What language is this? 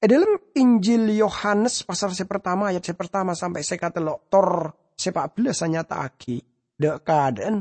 Madurese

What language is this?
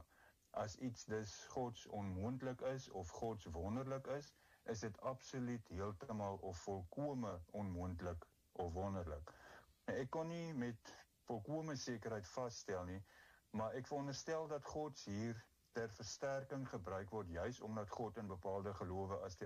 Afrikaans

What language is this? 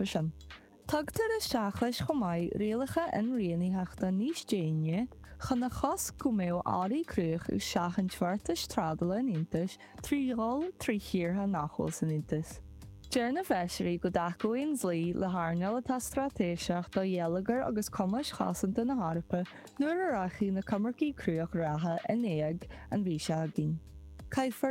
Irish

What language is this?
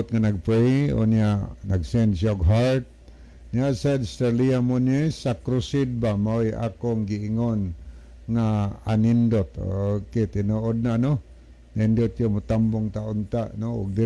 Cebuano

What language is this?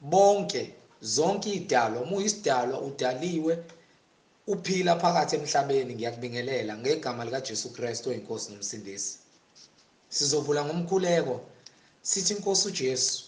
Zulu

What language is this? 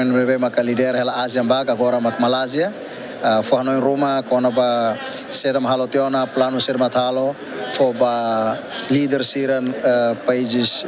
Tetum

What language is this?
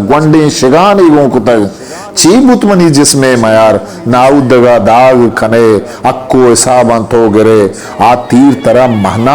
Eastern Balochi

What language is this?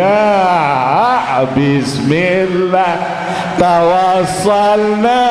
Sasak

